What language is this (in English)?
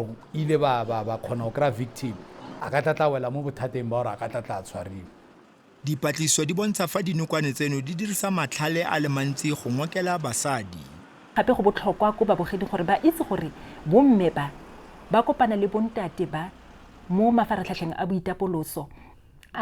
Tswana